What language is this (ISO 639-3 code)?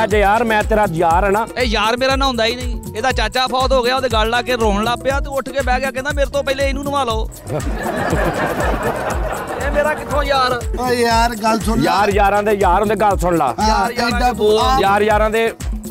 pan